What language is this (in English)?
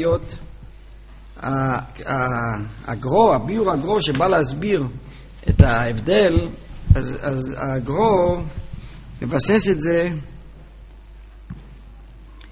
Hebrew